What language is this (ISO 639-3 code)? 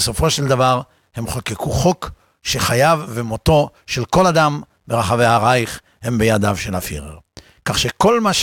heb